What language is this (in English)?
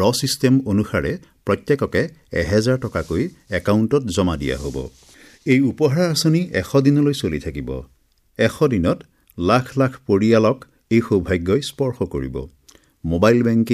Assamese